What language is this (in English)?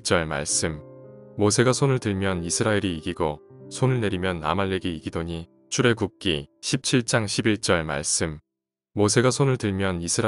Korean